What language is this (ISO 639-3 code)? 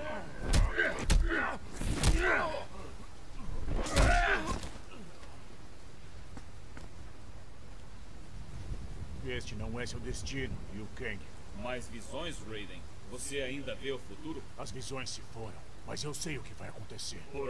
por